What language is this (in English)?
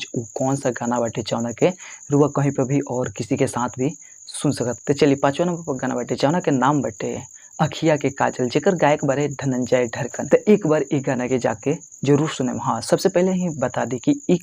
Bhojpuri